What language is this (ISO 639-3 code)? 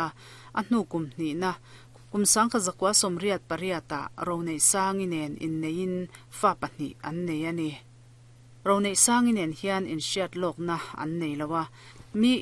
lus